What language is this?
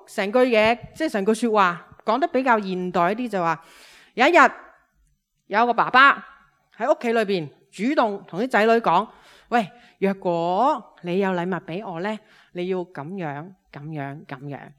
Cantonese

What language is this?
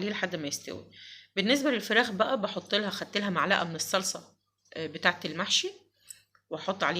Egyptian Arabic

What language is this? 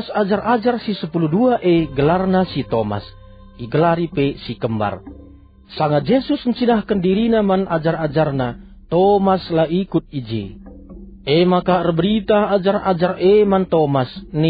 Batak Karo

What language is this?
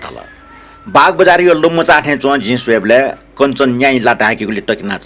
Newari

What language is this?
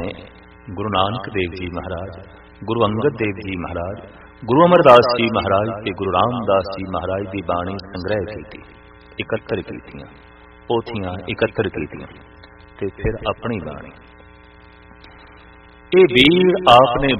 Punjabi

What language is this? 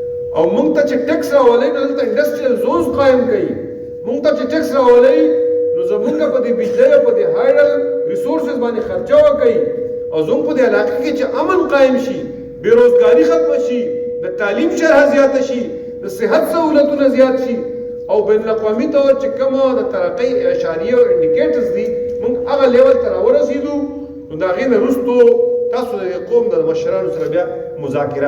Pashto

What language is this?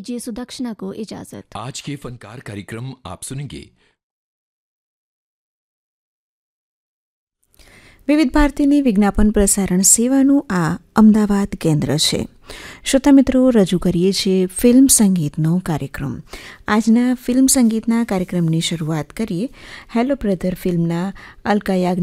Gujarati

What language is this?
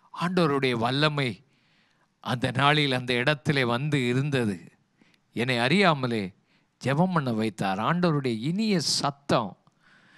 Tamil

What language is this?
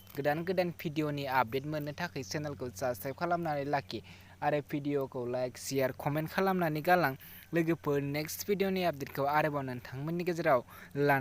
Bodo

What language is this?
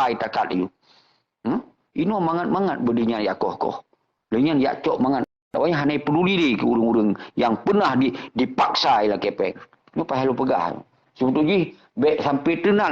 Achinese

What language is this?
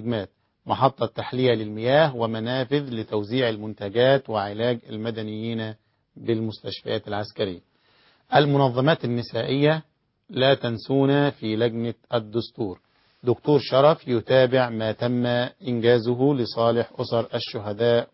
Arabic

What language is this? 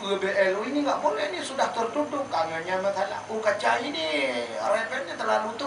Achinese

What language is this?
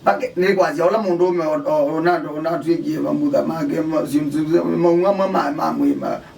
Kamba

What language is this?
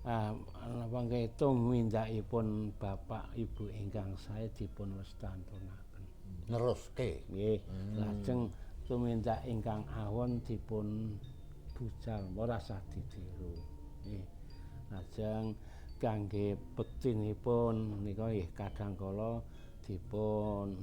Javanese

